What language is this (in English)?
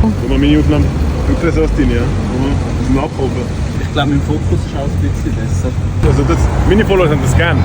Swiss German